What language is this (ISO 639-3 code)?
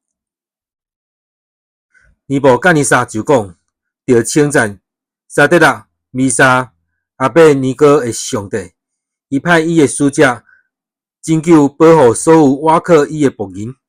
nan